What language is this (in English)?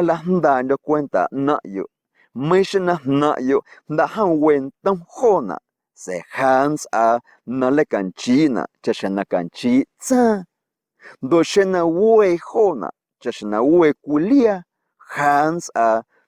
Guerrero Amuzgo